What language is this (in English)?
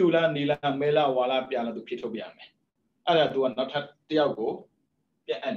Burmese